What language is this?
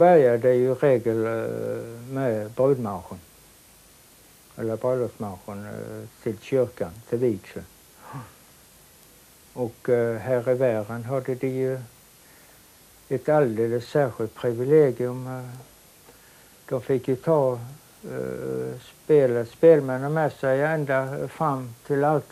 Swedish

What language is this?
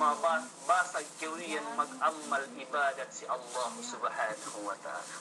Yakan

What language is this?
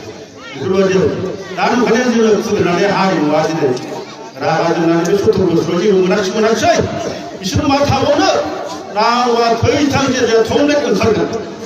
Bodo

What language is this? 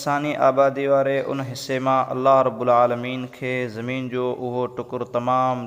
Sindhi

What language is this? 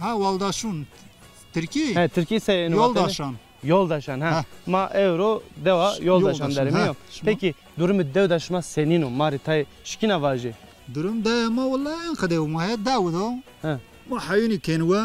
Zaza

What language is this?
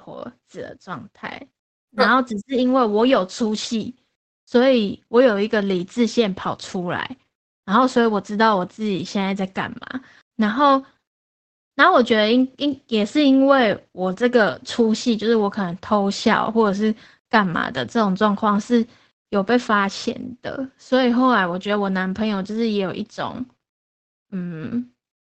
Chinese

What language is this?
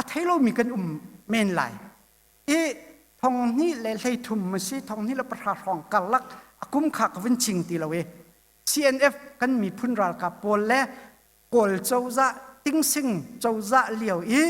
Hakha Chin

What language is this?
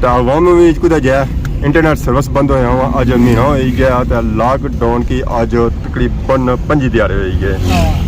Pahari-Potwari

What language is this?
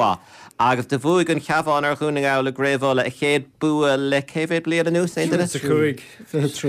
Irish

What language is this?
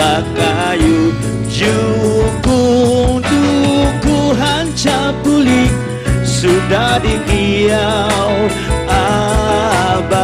Banjar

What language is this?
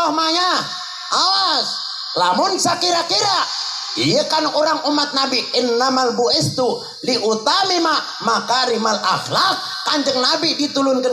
Sundanese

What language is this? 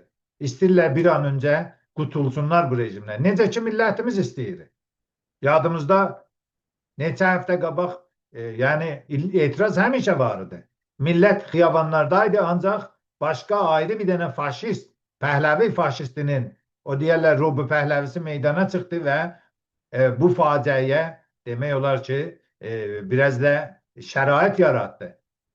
Azerbaijani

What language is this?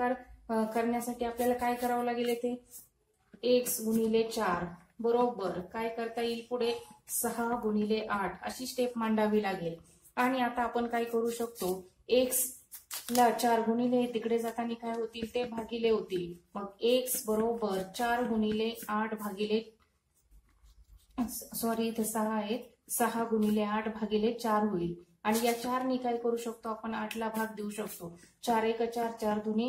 Marathi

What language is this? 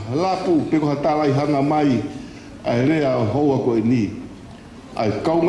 Tongan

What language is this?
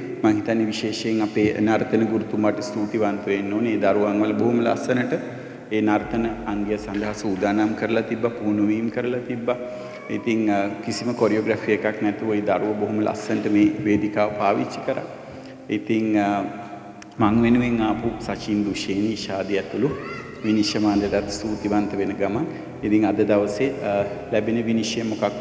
Sinhala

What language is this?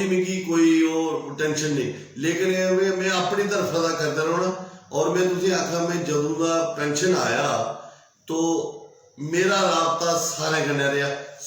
Dogri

